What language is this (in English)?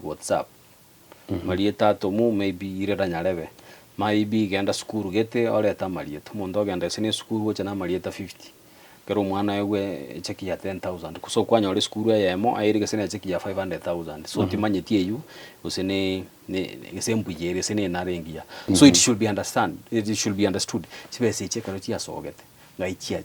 Gusii